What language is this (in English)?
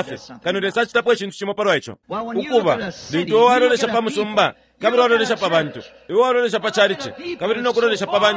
Bemba